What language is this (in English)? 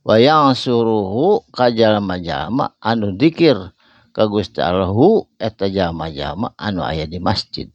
Sundanese